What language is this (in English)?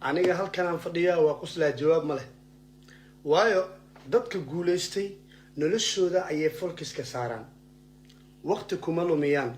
Somali